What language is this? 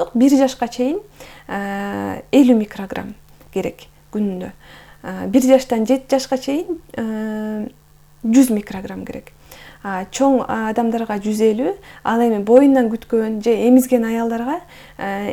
Kyrgyz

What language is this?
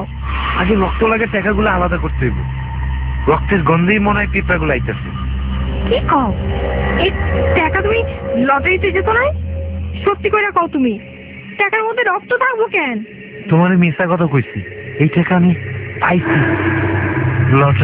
Bangla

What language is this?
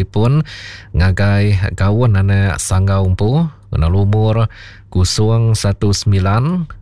Iban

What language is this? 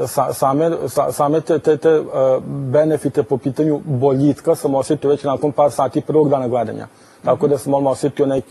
Serbian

